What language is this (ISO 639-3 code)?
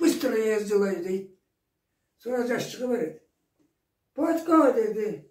krc